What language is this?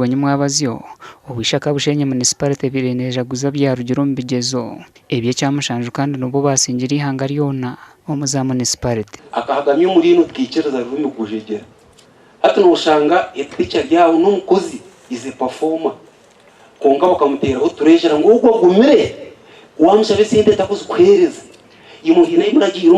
Nyankole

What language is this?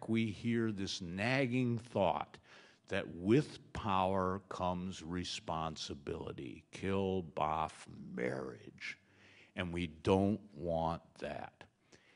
English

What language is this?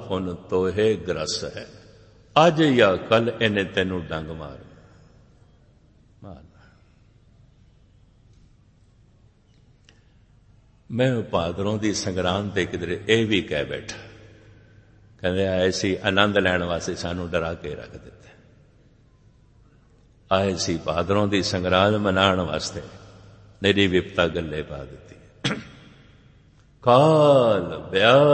Punjabi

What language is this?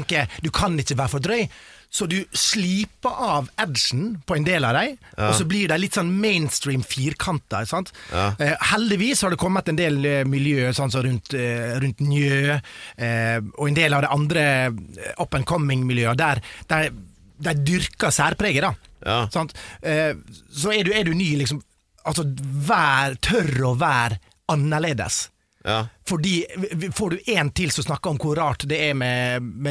Norwegian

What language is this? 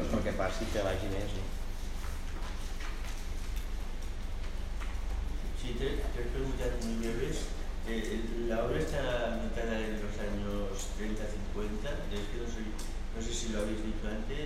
Catalan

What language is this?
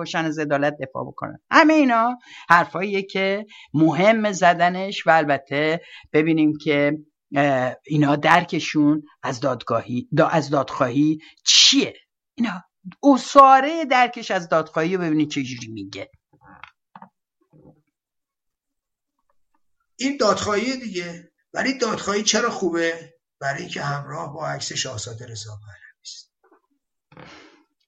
Persian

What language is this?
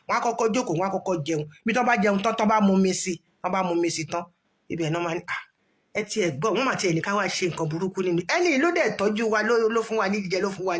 Yoruba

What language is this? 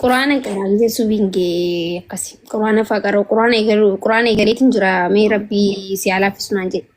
Oromo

